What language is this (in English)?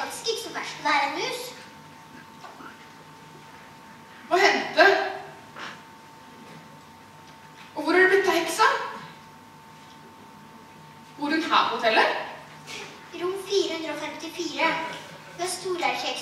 Norwegian